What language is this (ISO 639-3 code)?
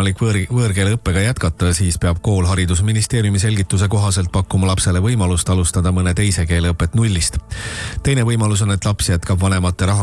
est